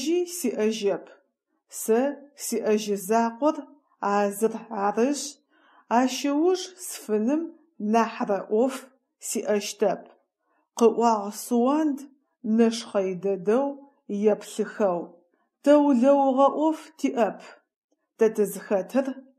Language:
Adyghe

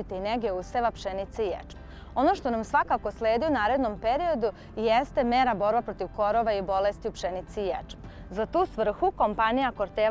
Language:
Serbian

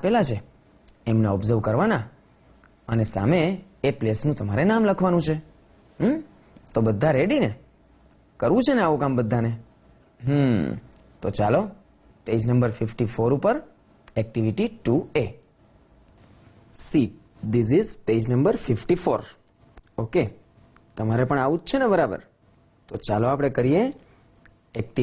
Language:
Gujarati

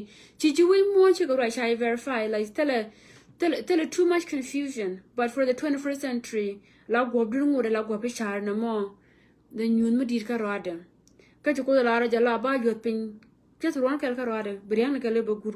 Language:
Nuer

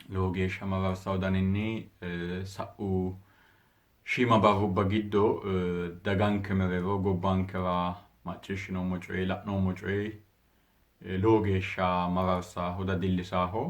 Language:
Sidamo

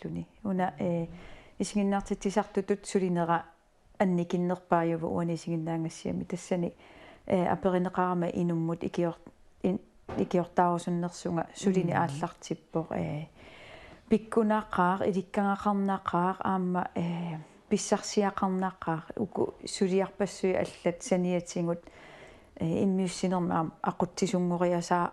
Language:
Kalaallisut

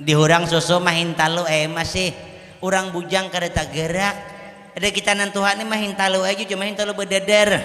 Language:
Banjar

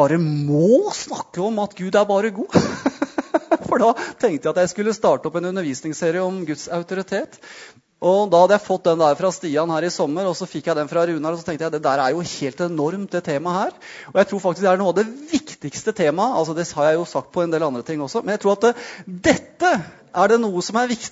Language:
Norwegian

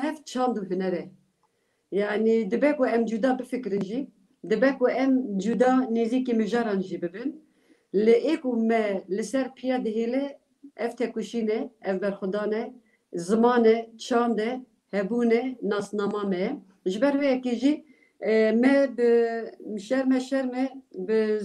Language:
Kurdish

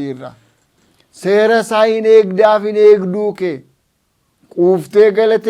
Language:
Oromo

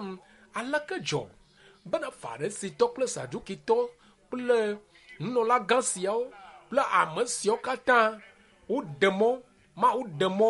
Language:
Ewe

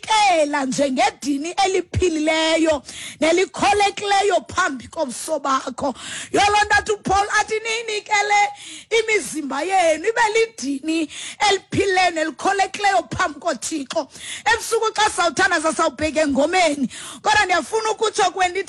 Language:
Xhosa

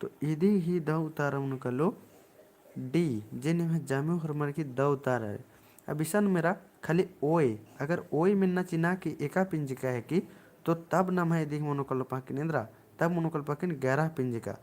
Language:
Kurukh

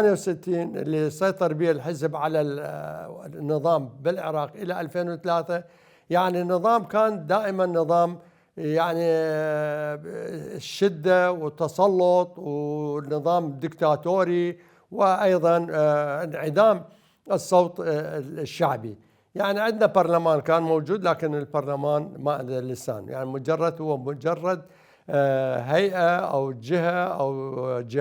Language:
Mesopotamian Arabic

